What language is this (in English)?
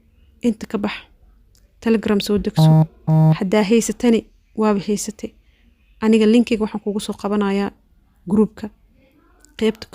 Somali